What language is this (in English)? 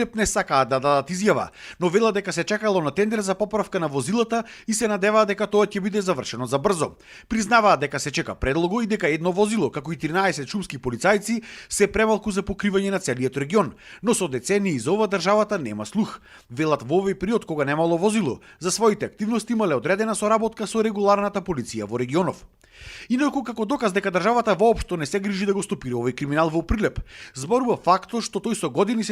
Macedonian